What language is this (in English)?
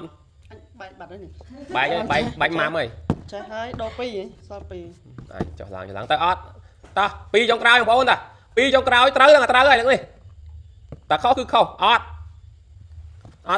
Khmer